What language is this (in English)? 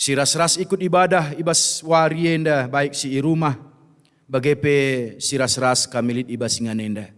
Batak Karo